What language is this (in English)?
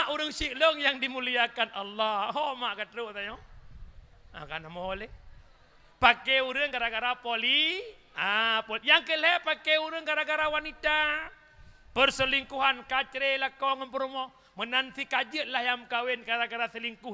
Achinese